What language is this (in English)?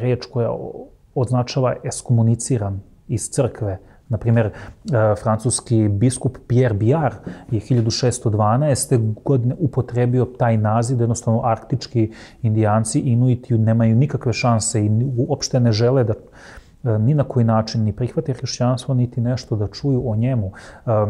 Serbian